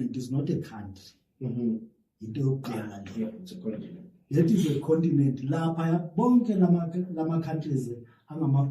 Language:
Zulu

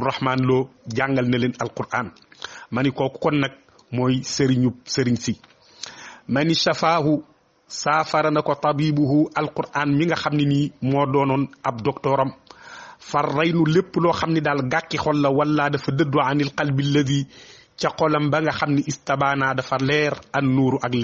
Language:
Wolof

